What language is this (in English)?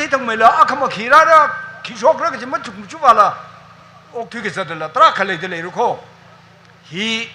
Tangkhul Naga (India)